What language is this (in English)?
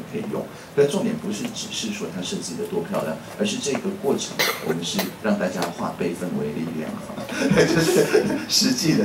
Chinese